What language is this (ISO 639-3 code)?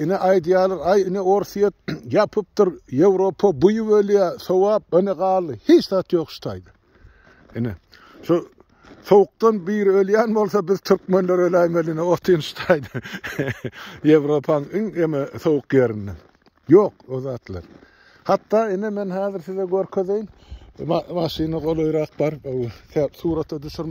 tuk